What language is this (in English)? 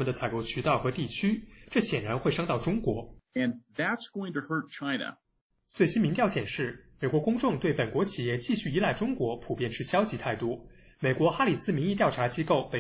Chinese